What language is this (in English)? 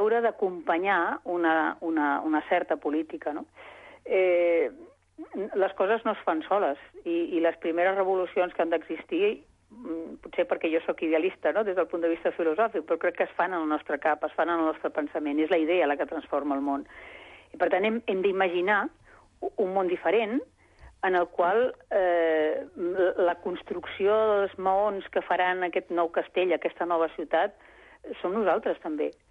Catalan